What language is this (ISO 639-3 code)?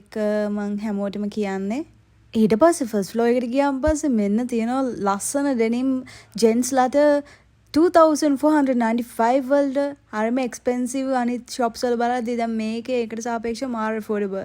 sin